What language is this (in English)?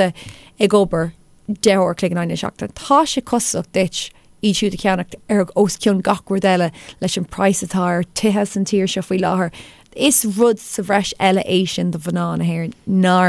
Irish